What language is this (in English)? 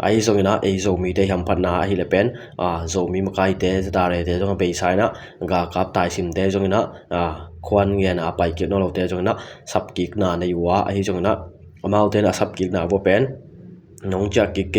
Tedim Chin